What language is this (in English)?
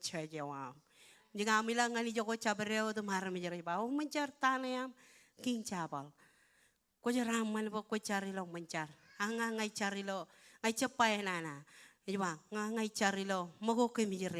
Marshallese